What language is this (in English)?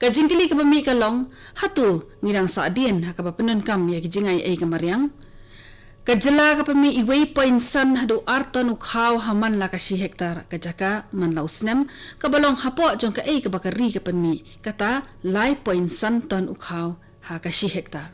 Khasi